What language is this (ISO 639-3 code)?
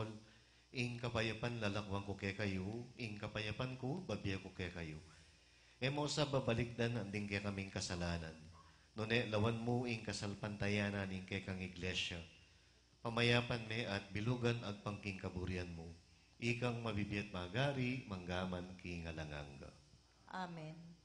pam